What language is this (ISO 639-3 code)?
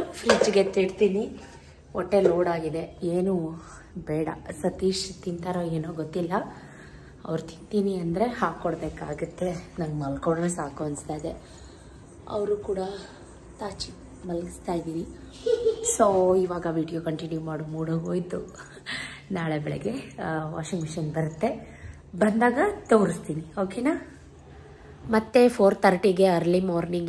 kan